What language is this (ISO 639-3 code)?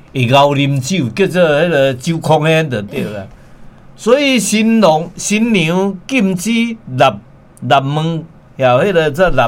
nan